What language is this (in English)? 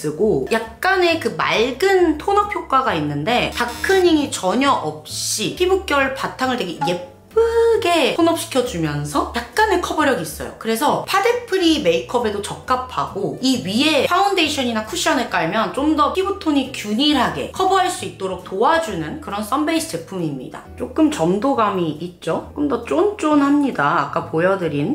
Korean